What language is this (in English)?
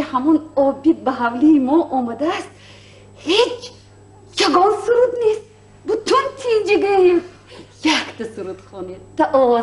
Tajik